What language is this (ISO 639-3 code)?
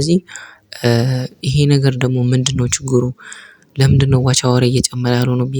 amh